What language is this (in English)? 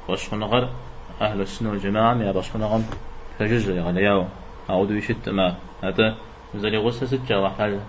Kabardian